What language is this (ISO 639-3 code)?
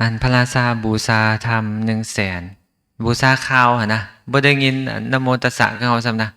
lao